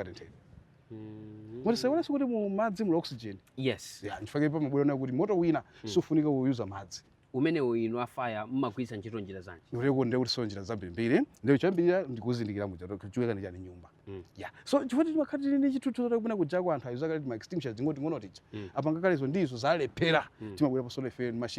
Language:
Nyanja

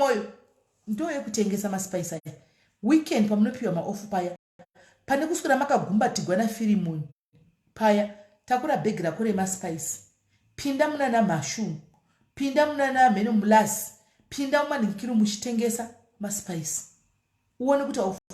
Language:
Shona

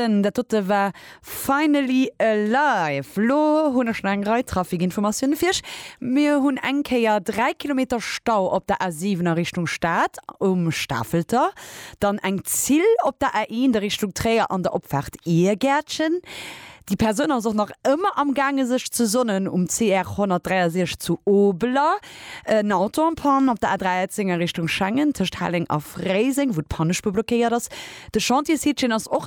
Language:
Luxembourgish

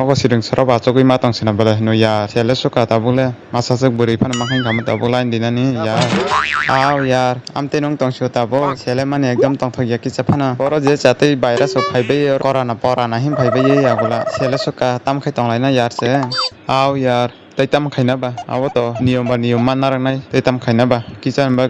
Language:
Kok Borok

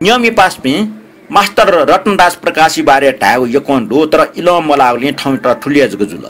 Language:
Newari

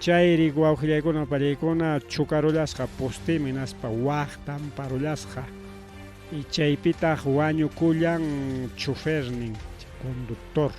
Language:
Ayacucho Quechua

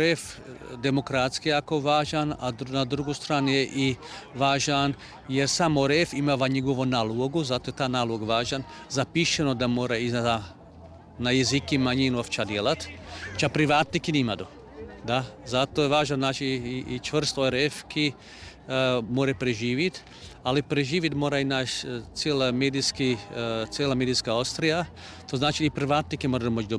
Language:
Croatian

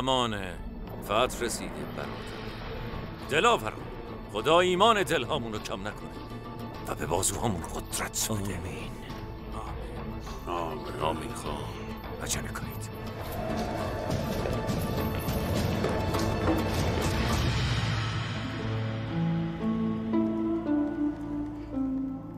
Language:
Persian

